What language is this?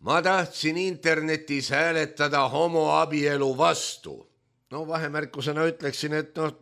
Estonian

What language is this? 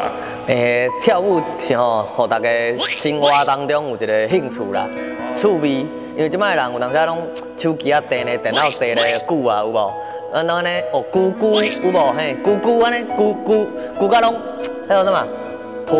Min Nan Chinese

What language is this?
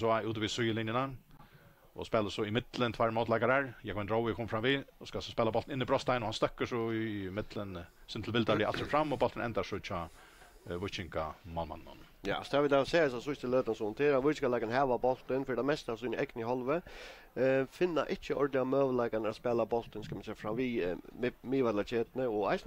Faroese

